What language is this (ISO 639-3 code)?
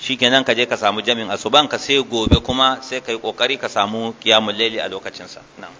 hau